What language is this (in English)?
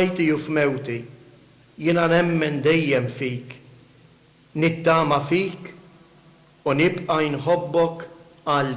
Maltese